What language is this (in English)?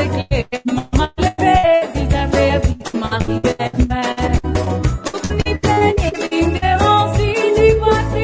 Morisyen